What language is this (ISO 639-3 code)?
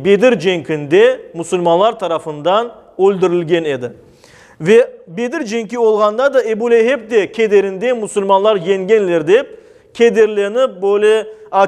crh